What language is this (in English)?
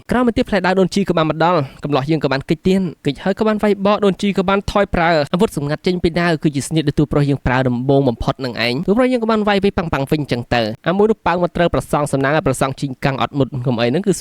Khmer